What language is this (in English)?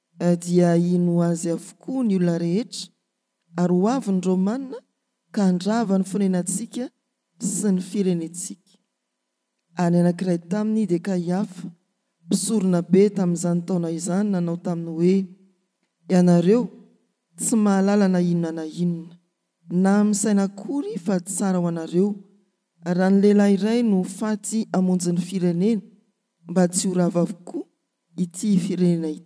Malagasy